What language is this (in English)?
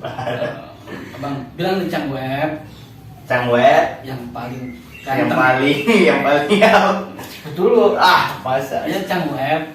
Betawi